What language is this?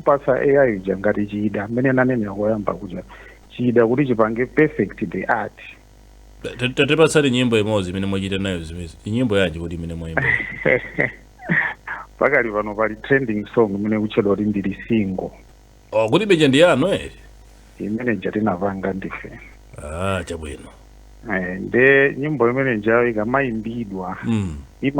Nyanja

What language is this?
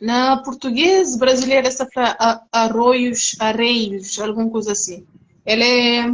Kabuverdianu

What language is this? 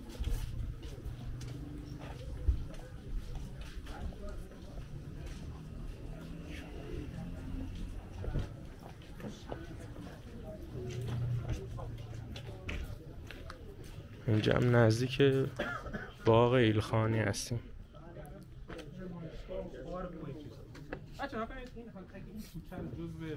Persian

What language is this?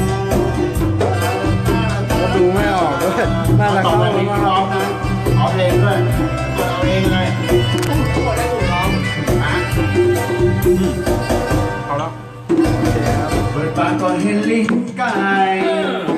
Thai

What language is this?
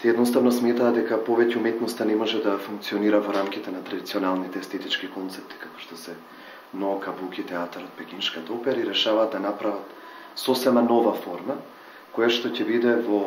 Macedonian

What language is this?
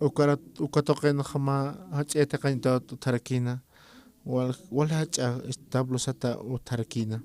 Aymara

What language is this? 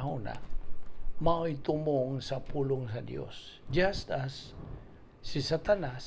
Cebuano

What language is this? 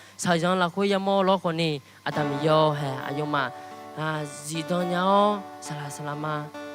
Akha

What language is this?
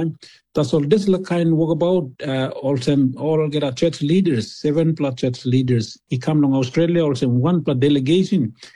Tok Pisin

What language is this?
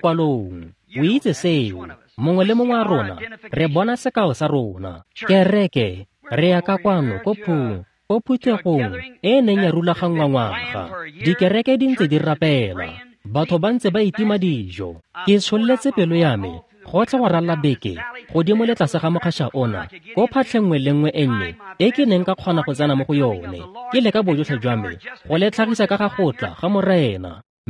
Tswana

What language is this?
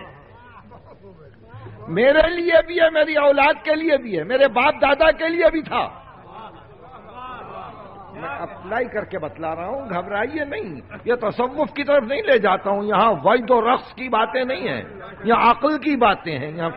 Urdu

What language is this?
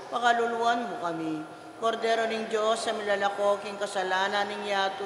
Pampanga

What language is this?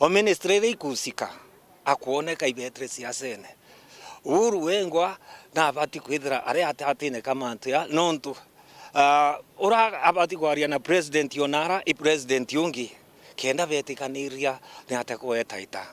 Meru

